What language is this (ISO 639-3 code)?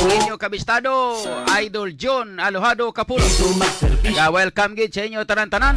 hil